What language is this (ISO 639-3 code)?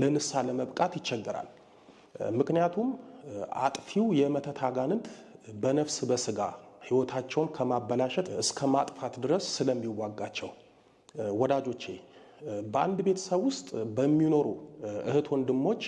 amh